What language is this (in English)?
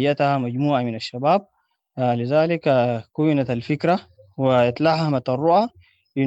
Sudanese Arabic